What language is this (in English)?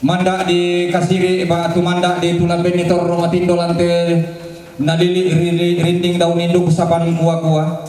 Toraja-Sa'dan